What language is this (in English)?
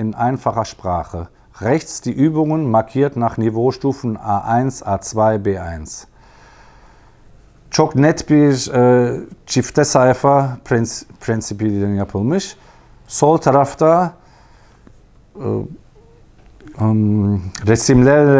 Turkish